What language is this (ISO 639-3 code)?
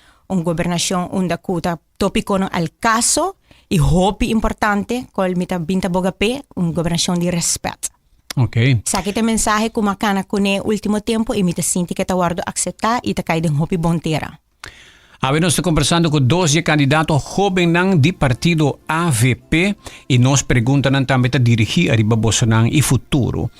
pap